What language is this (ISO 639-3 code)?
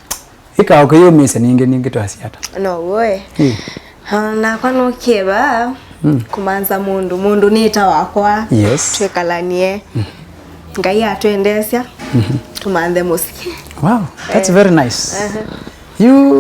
kam